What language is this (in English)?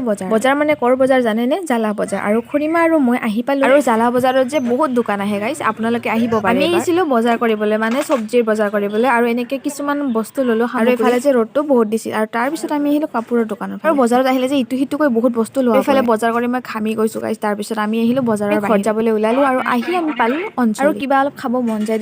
Assamese